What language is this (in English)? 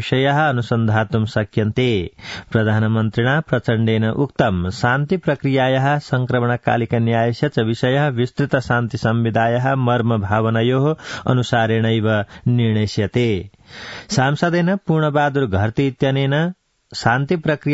Sanskrit